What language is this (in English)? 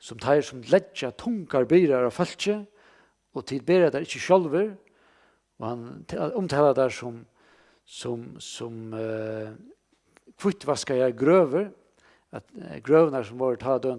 Faroese